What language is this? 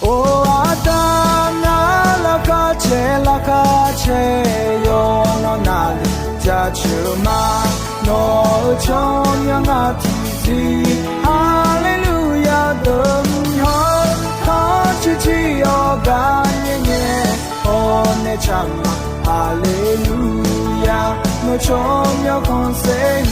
Akha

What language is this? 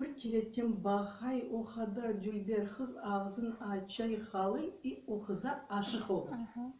Crimean Tatar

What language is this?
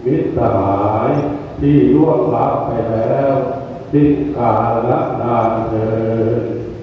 Pali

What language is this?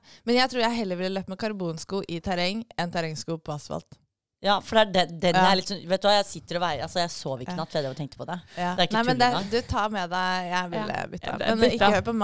Norwegian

